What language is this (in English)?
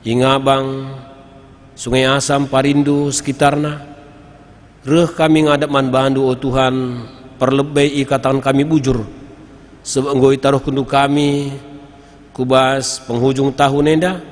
Batak Karo